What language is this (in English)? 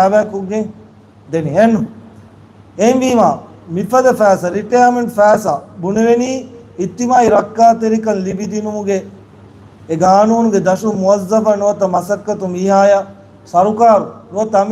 Divehi